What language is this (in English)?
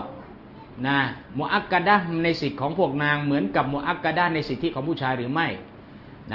Thai